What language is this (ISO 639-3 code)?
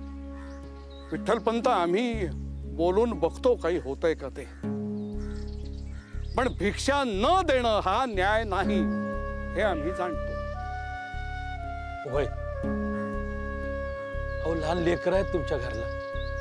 mar